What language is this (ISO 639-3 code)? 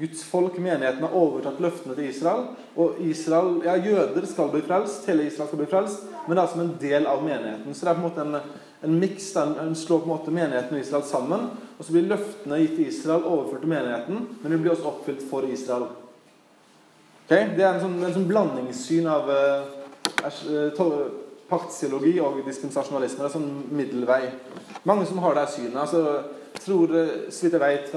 nor